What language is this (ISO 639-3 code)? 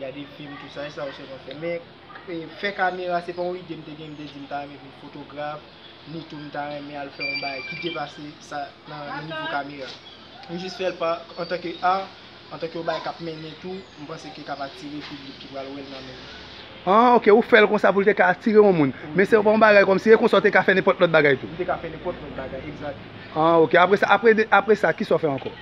hat